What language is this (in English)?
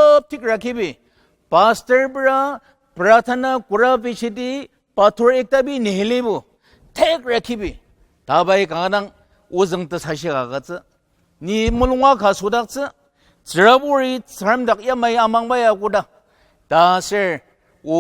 Ao Naga